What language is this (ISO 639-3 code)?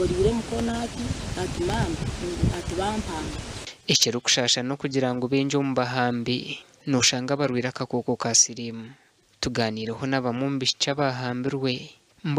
nyn